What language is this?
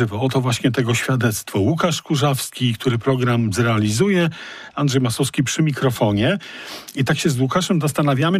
Polish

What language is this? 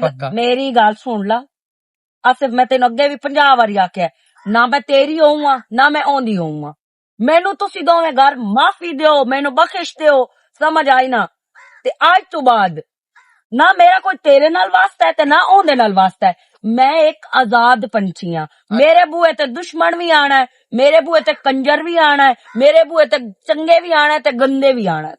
Western Panjabi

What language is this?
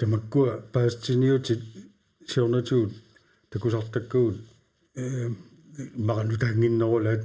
Kalaallisut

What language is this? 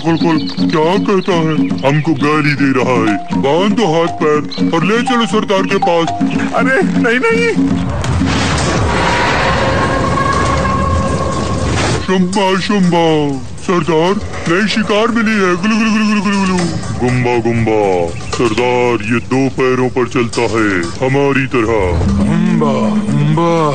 Hindi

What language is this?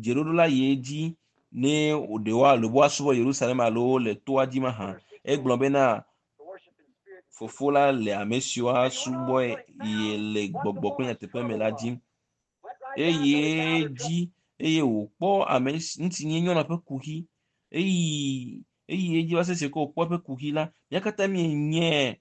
Ewe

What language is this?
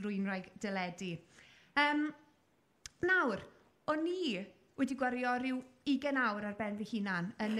Welsh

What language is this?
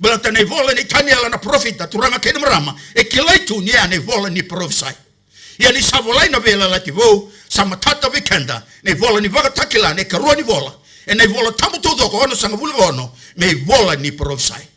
Fijian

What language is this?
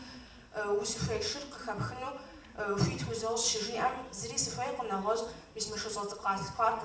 Kabardian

